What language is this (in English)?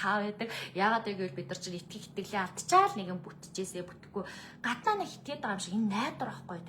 Mongolian